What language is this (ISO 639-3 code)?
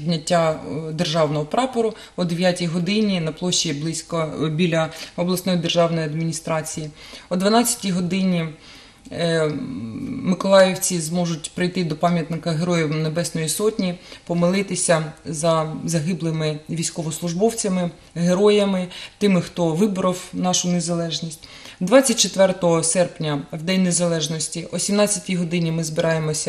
ukr